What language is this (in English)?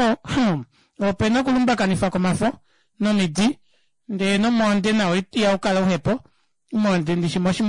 Kuanyama